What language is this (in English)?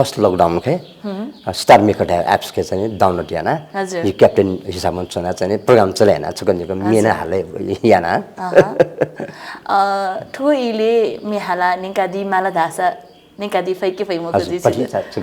Newari